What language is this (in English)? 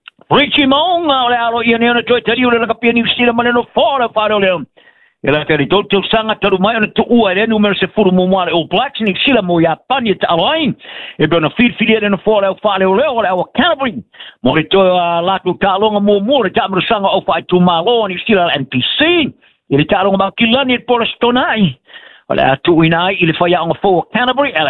Samoan